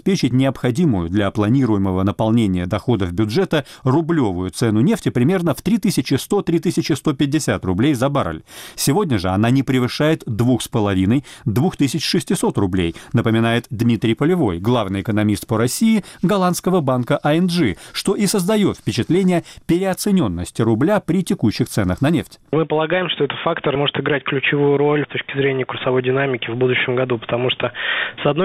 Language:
Russian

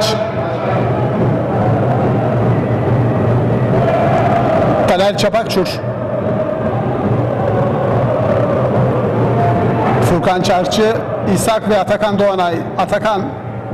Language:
Turkish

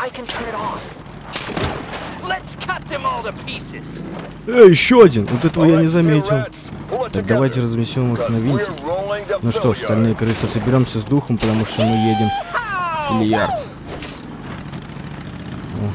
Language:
Russian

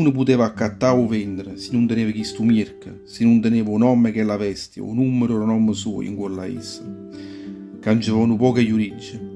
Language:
Neapolitan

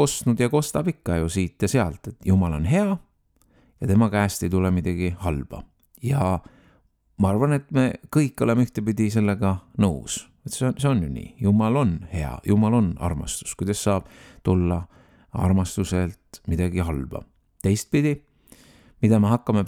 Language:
Estonian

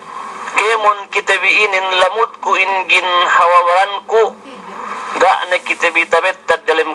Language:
Yakan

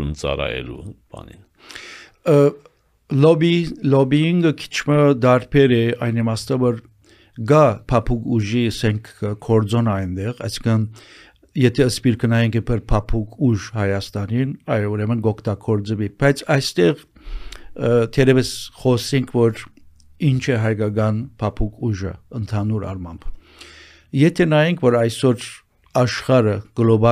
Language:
Armenian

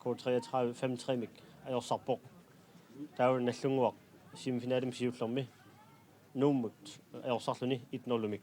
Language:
Kalaallisut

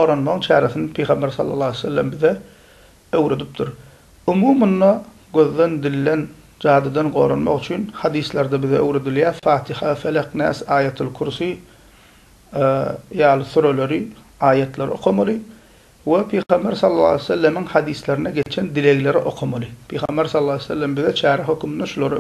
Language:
Turkmen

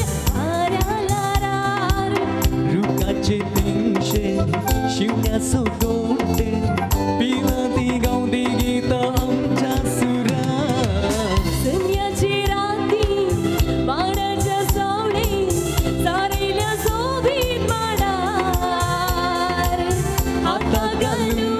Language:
Konkani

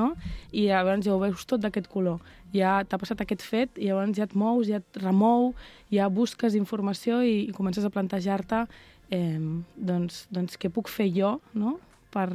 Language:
Catalan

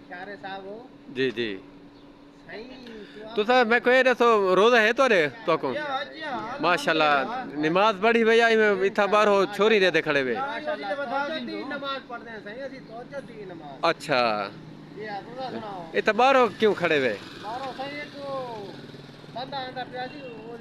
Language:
Saraiki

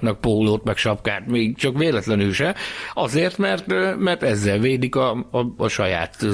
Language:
Hungarian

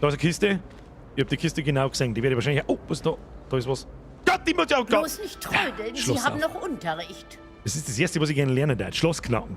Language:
Bavarian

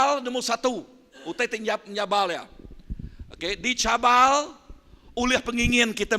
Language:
Iban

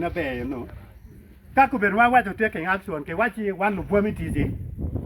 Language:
Acoli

